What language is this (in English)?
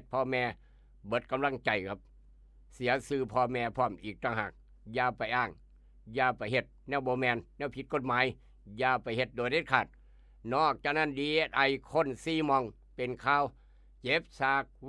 Northeastern Thai